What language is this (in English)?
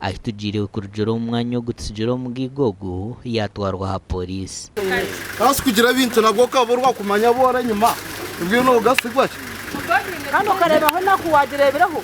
Nyankole